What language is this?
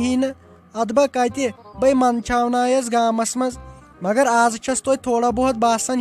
Kashmiri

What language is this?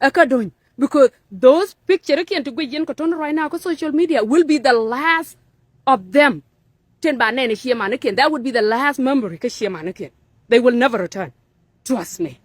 Nuer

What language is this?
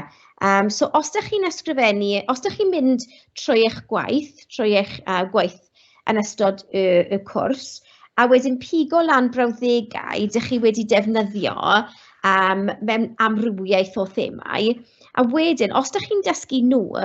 Welsh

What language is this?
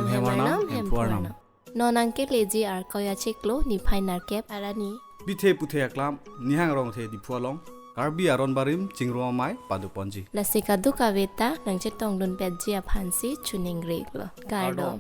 Karbi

